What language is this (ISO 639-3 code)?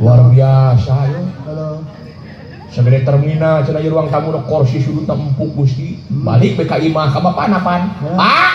sun